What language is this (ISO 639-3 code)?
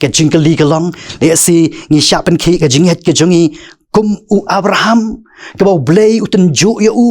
kha